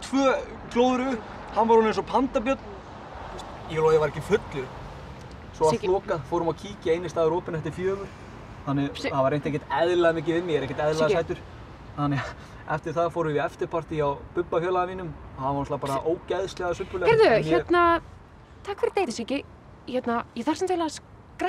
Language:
Icelandic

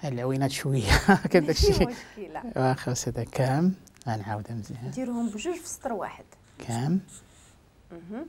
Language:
Moroccan Arabic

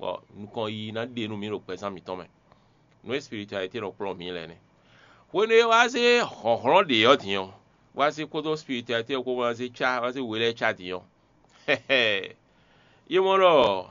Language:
Fon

